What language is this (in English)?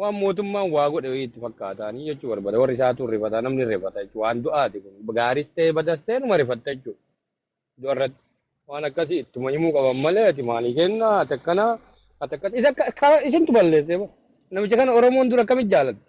Oromo